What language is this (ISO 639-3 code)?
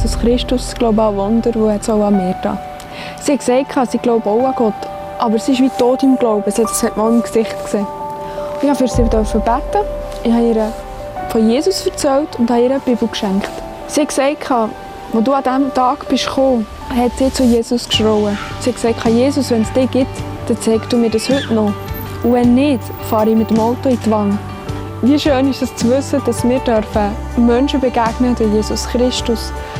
gsw